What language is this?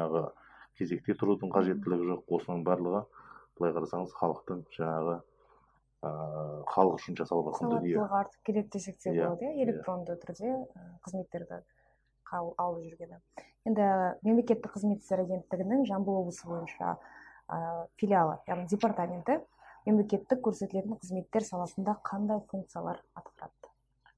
Kazakh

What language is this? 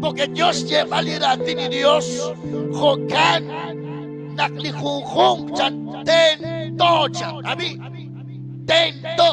Kekchí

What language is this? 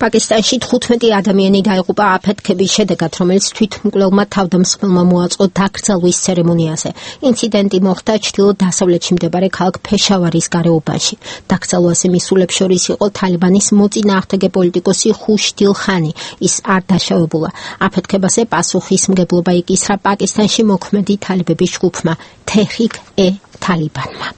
Georgian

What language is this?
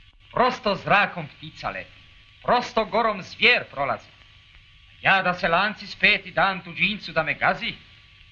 Croatian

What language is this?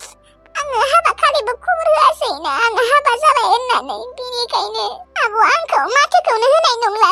Bodo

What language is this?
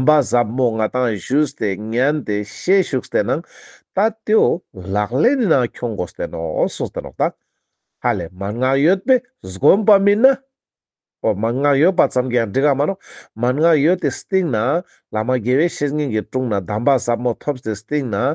Ladakhi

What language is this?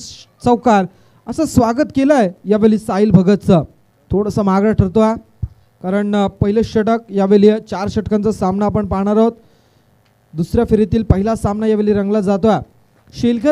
Marathi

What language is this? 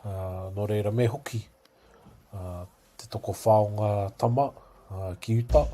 Māori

